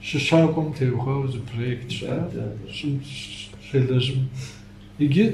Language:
Kabardian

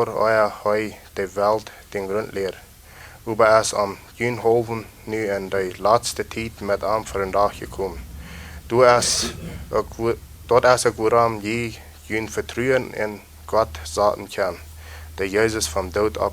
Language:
Plautdietsch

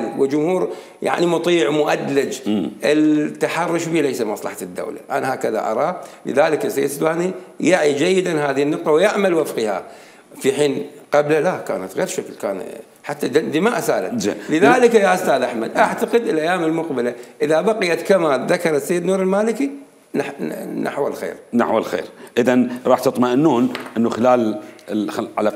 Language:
Mesopotamian Arabic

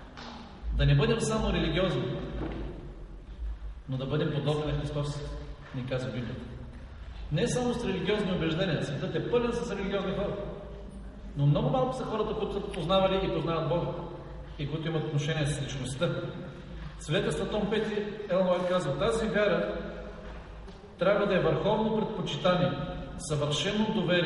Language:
Bulgarian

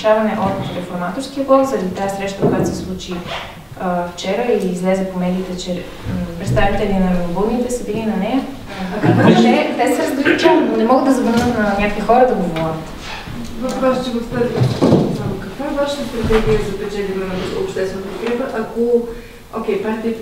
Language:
Bulgarian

